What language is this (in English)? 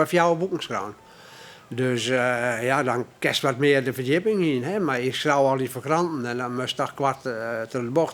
Western Frisian